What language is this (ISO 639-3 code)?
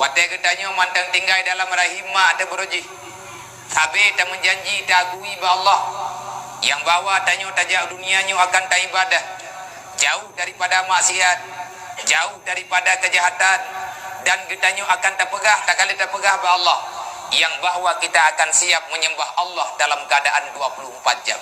ace